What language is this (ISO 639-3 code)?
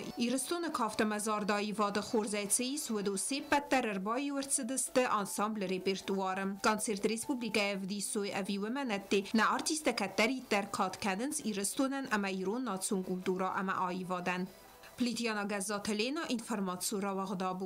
oss